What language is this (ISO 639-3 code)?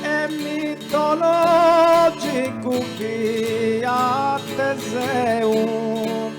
srd